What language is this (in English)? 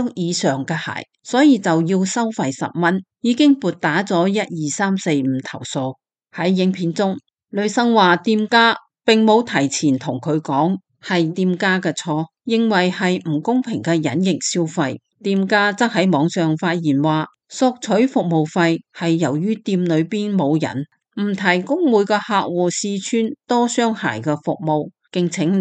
Cantonese